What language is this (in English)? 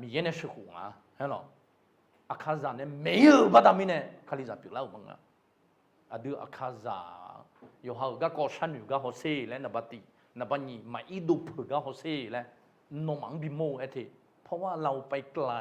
Akha